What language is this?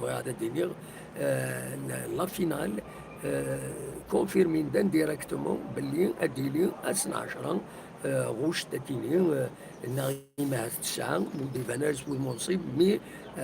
Kabyle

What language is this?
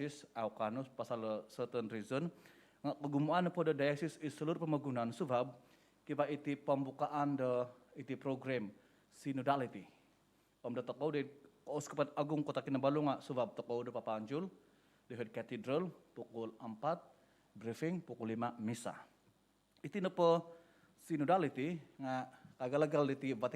Central Dusun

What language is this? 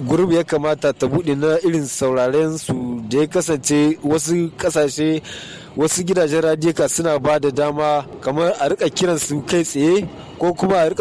Hausa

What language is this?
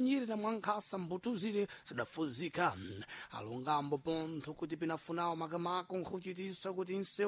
Sena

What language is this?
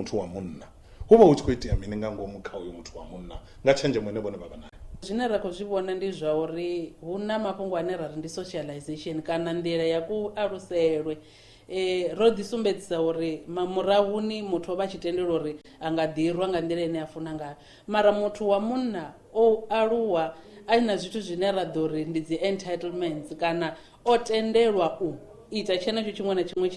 Venda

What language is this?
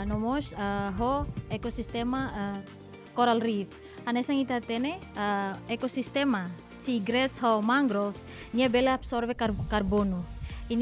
Tetum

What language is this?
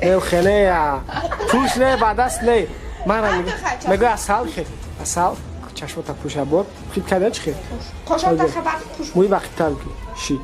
Tajik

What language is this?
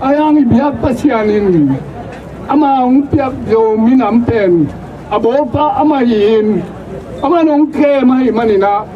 Tedim Chin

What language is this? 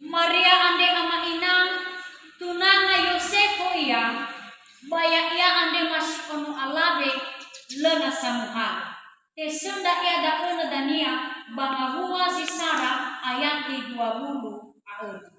Nias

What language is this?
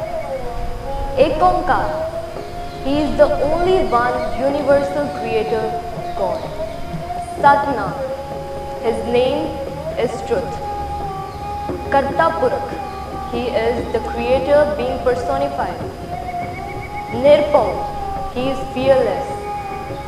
Punjabi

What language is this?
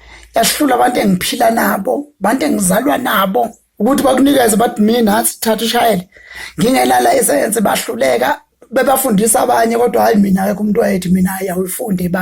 Zulu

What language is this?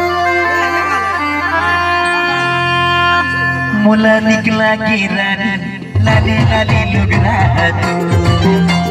Bhojpuri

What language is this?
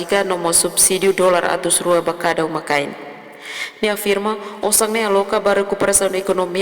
Tetum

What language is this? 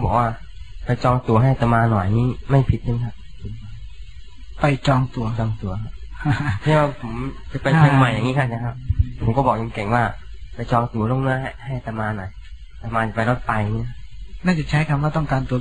Thai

